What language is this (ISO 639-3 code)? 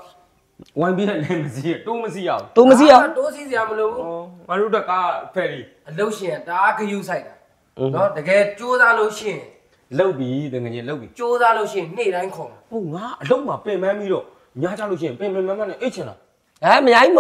mya